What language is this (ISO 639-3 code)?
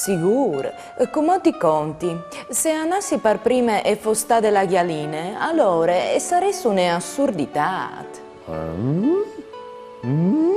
fur